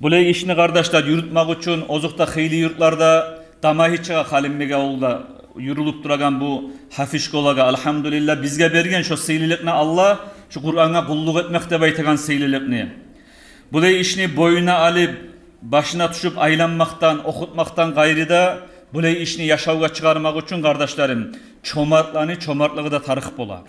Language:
Kumyk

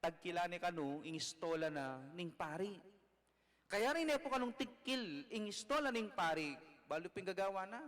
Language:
Pampanga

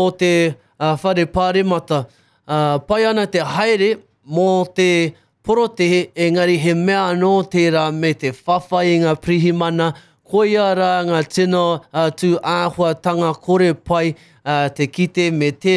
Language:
Māori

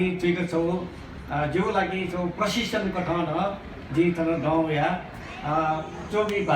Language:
Newari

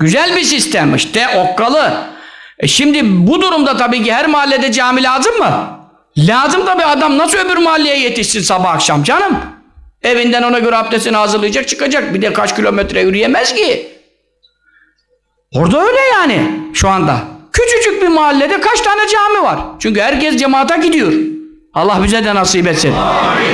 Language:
Turkish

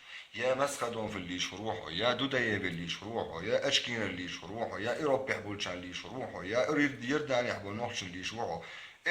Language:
Chechen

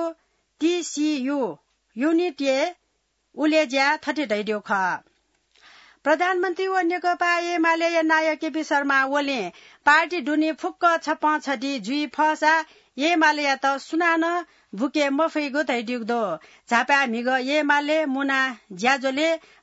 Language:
Newari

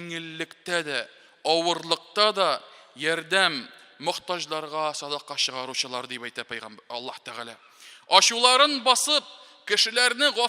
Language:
Tatar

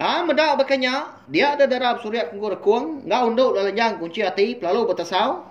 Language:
Iban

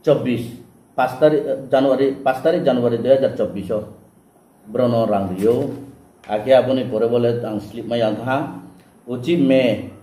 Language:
Riang (India)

